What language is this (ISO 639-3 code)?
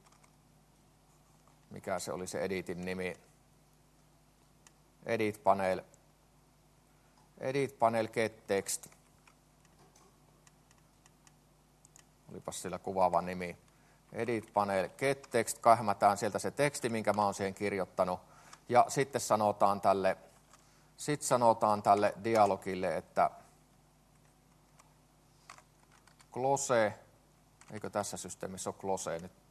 fin